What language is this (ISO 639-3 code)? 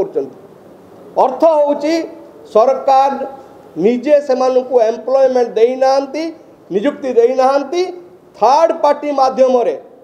ori